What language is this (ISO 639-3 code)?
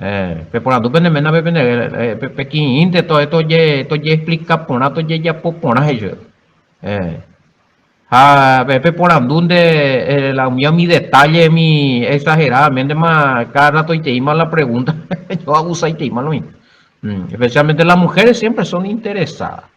grn